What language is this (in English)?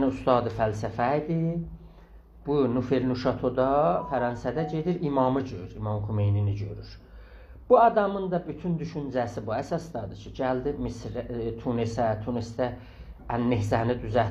South Azerbaijani